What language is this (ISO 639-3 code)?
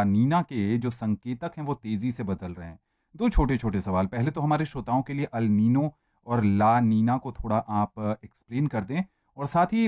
hin